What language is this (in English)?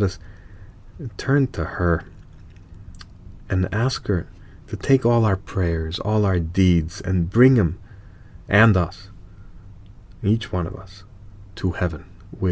English